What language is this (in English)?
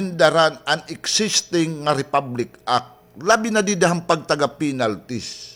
Waray